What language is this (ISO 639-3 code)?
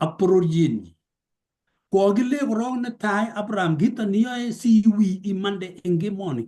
kln